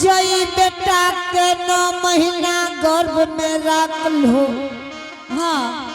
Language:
Angika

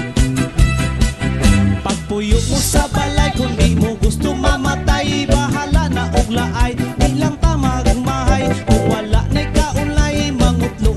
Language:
Cebuano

